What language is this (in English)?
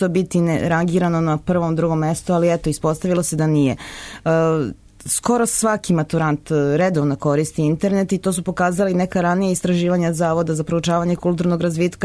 Serbian